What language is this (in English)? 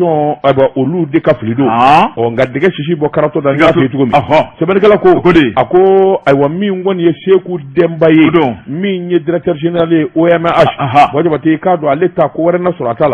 Bambara